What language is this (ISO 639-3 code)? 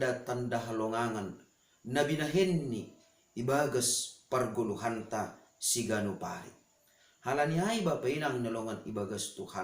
bts